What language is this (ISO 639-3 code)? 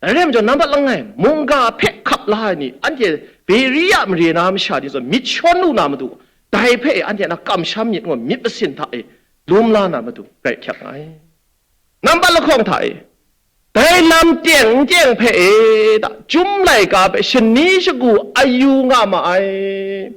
kac